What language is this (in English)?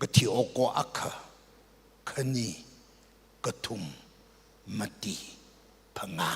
Tangkhul Naga (India)